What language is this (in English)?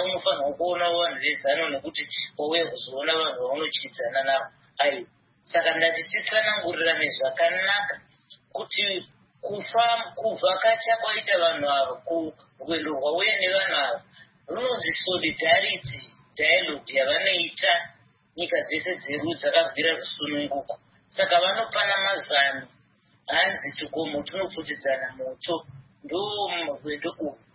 Shona